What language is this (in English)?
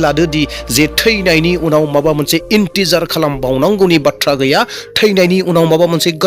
Bodo